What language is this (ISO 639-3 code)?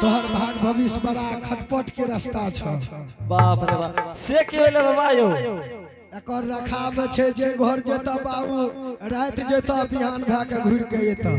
anp